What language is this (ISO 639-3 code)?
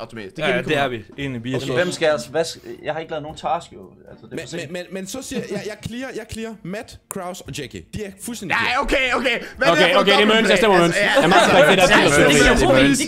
dan